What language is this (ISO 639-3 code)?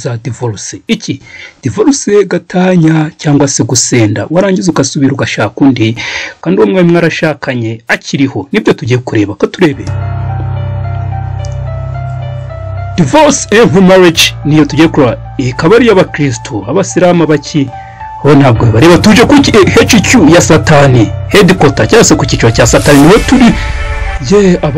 kin